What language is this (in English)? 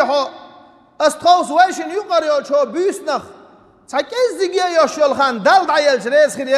Chechen